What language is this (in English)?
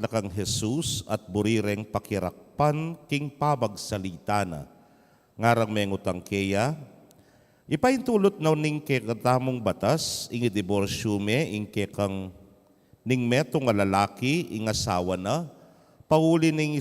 Pampanga